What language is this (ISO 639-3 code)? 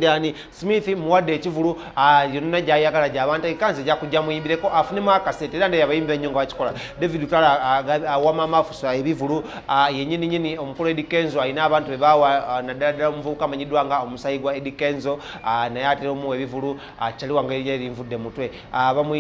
lug